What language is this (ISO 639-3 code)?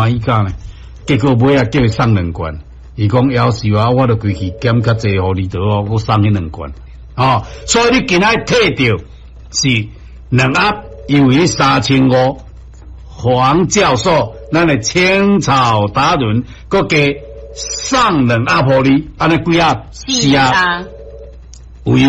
nan